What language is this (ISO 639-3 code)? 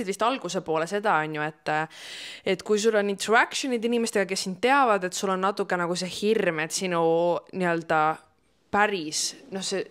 est